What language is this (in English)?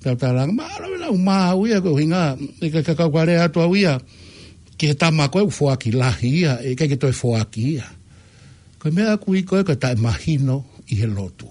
Tongan